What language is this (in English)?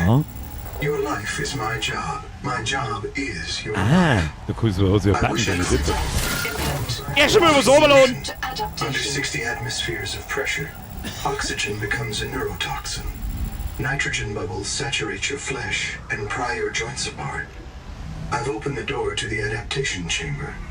Bavarian